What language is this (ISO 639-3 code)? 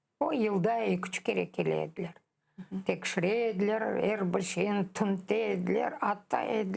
crh